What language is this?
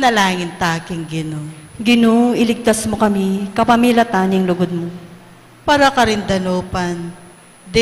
Pampanga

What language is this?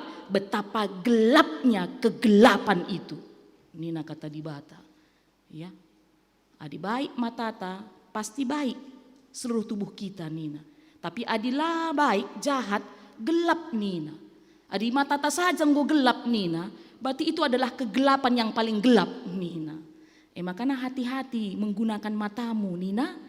Batak Karo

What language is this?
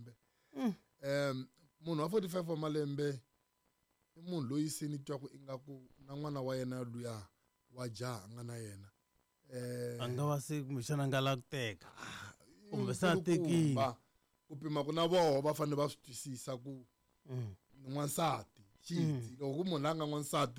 Tsonga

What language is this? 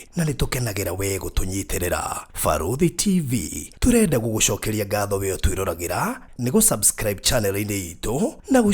Kikuyu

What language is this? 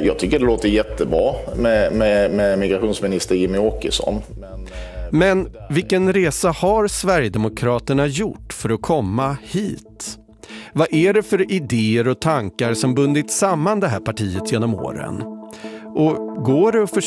Swedish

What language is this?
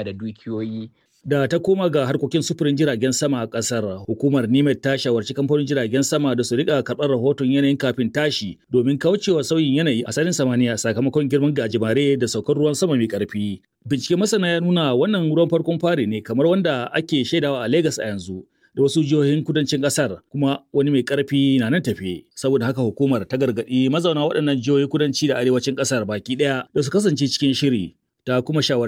Hausa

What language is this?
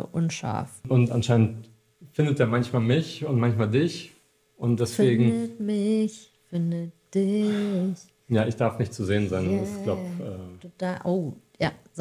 German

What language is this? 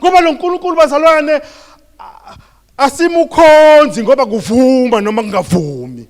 Zulu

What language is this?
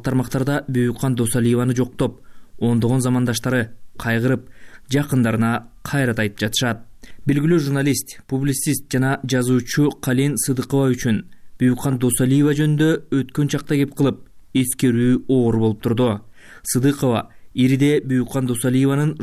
Kyrgyz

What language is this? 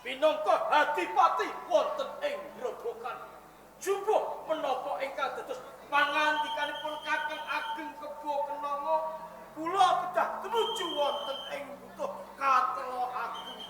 Javanese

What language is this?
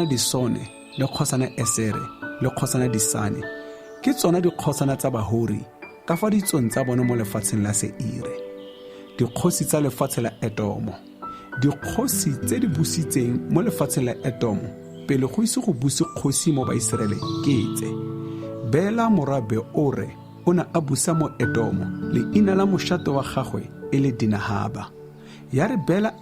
Tswana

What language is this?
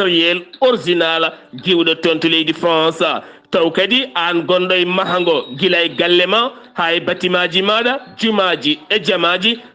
Fula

